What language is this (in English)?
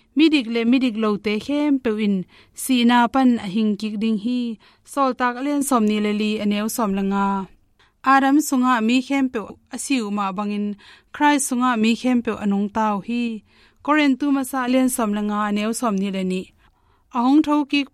Tedim Chin